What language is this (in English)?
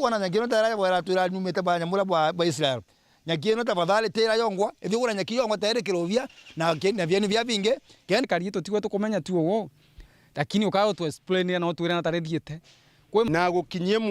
Meru